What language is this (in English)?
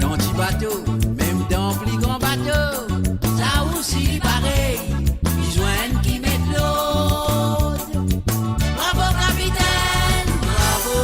Morisyen